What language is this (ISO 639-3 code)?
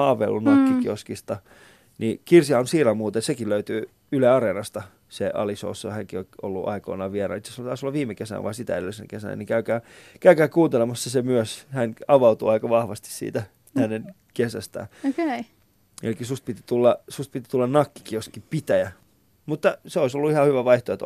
fin